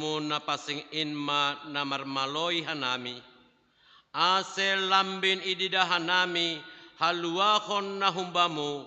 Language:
Batak Simalungun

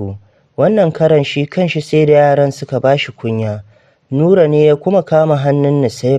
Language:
Hausa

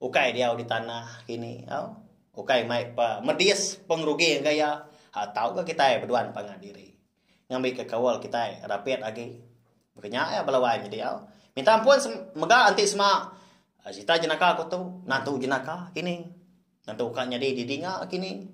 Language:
Iban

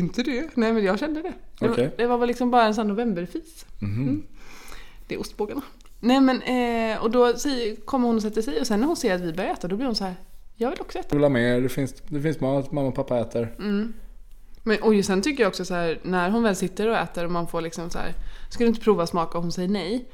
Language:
Swedish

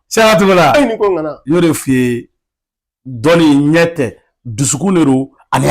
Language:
Bambara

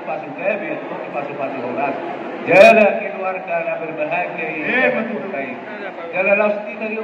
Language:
Batak Toba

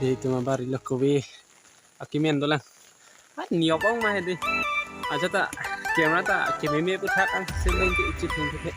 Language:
Karbi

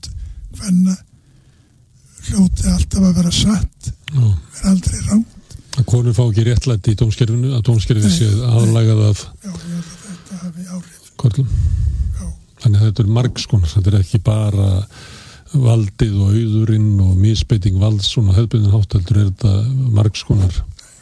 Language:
Icelandic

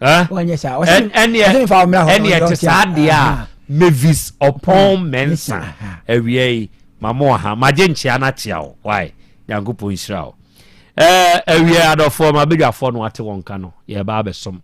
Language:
Akan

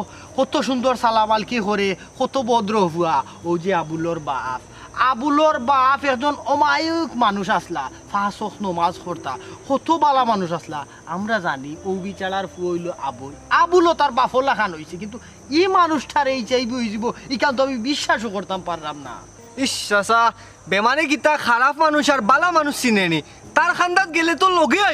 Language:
Sylheti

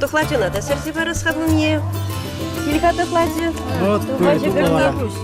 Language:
Chuvash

